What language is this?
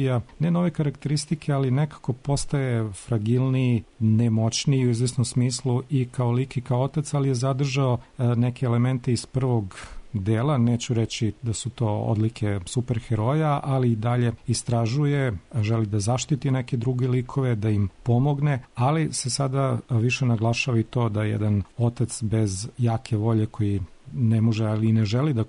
Serbian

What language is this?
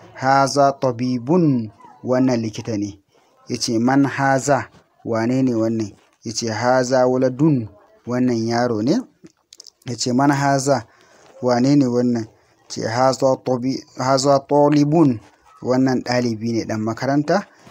Hausa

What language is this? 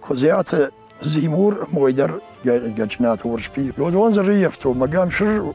Ossetic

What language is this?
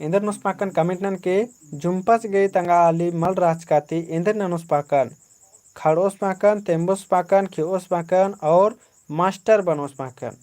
Kurukh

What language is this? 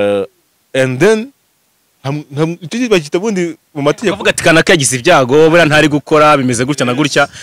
Kinyarwanda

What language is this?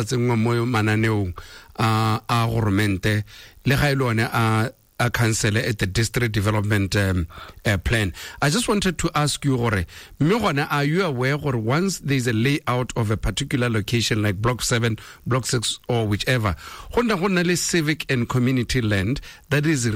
Tswana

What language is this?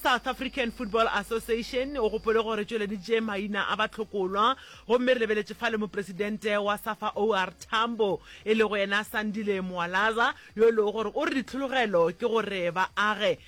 Northern Sotho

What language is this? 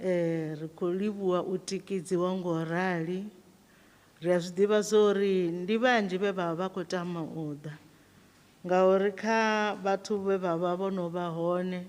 Venda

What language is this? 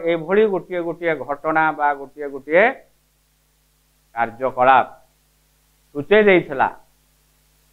Odia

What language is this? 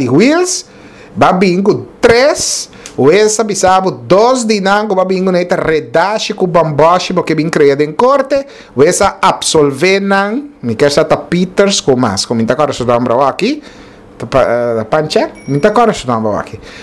Papiamento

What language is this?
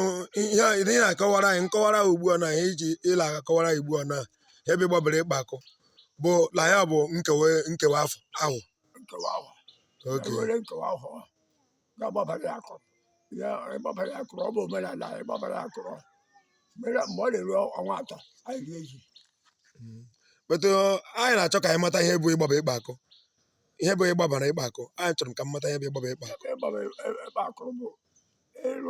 Igbo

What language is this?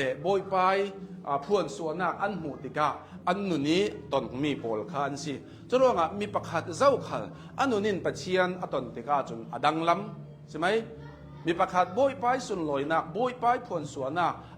Hakha Chin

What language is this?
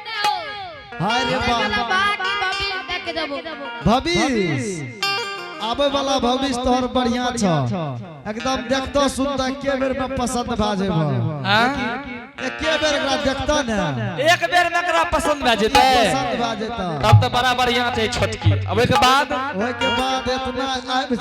Angika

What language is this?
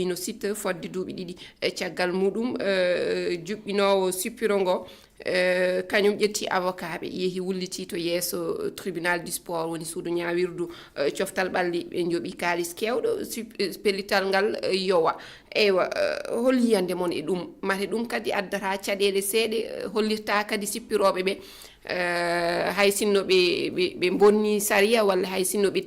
Fula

